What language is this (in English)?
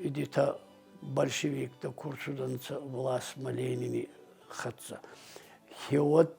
Ossetic